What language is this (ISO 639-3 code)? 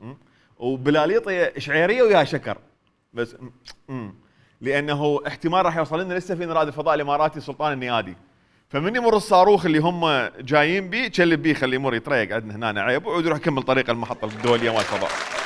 acm